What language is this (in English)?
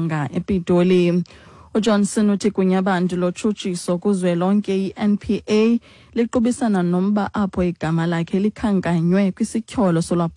Xhosa